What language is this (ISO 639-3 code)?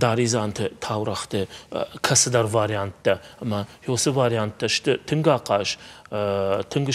oss